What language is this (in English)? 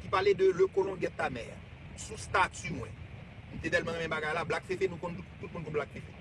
Haitian Creole